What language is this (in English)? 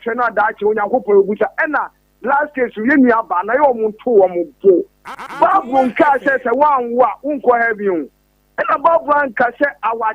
Akan